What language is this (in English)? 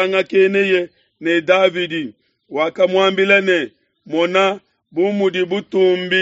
Luba-Lulua